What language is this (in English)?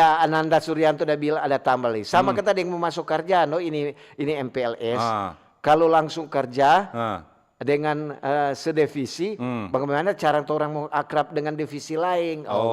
Manado Malay